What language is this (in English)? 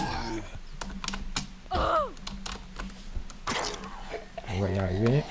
French